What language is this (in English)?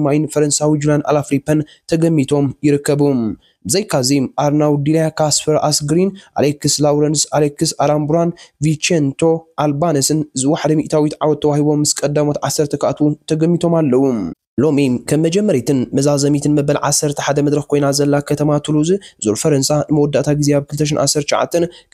Tigrinya